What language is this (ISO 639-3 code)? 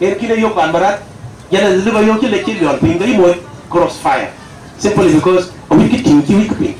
din